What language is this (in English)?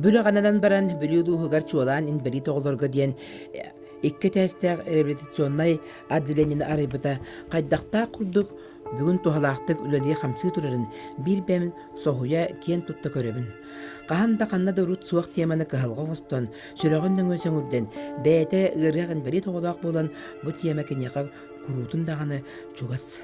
Yakut